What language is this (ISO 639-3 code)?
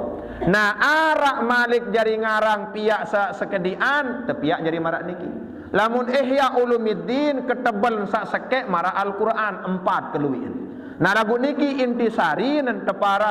sas